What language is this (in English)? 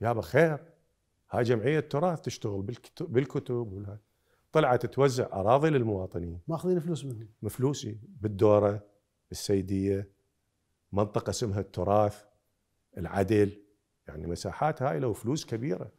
Mesopotamian Arabic